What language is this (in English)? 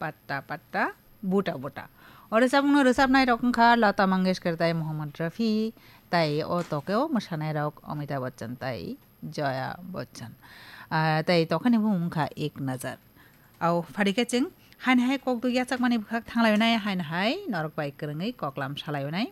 Kok Borok